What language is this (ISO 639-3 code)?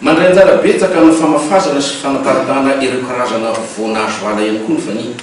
mlg